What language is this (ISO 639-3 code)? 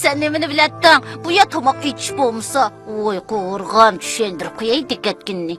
uig